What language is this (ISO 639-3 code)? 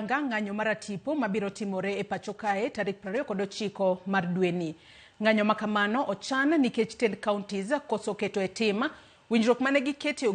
luo